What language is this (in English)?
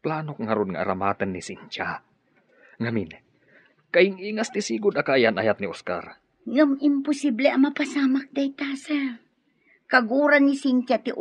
Iloko